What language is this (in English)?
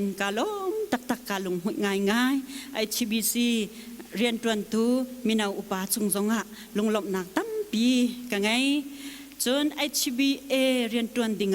Hakha Chin